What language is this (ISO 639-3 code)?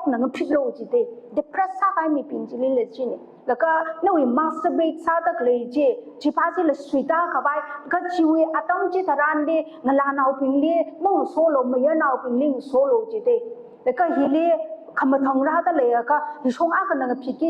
nmf